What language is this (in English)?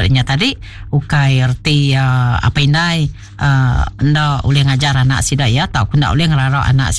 Iban